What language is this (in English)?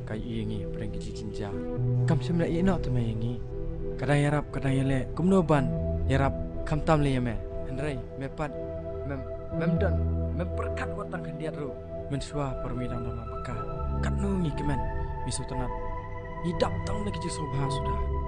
Khasi